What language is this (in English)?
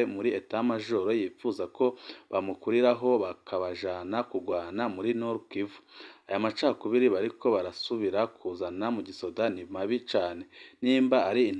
Rundi